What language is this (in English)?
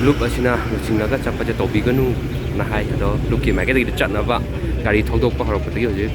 Manipuri